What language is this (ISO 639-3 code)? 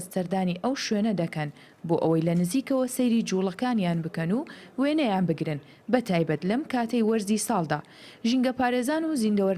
ckb